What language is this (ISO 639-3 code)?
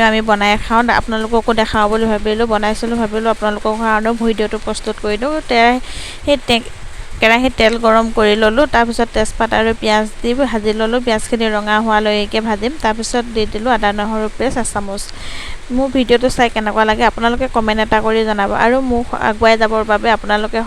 asm